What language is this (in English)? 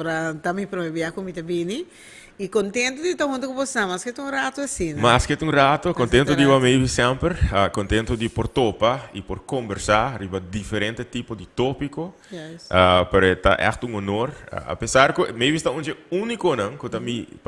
Papiamento